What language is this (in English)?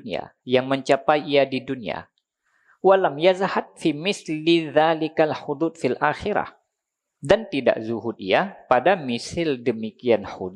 Achinese